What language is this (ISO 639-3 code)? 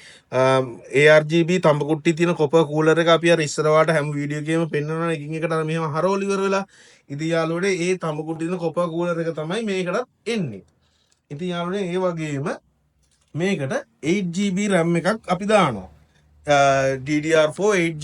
sin